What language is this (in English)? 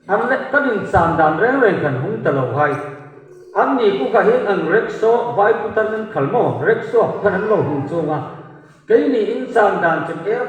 Hmar